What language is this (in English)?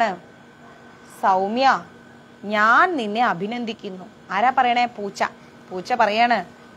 Malayalam